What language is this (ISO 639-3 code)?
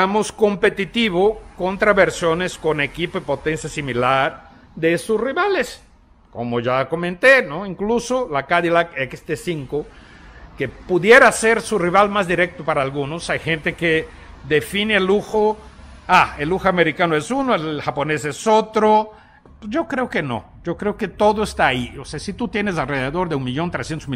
spa